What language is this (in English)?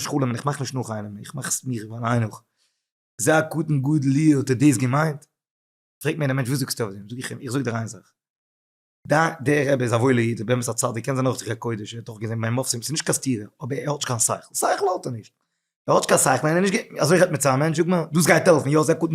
Yiddish